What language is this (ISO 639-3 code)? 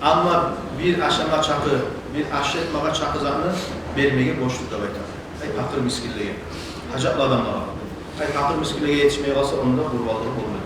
kum